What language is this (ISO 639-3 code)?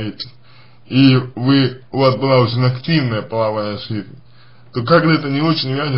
rus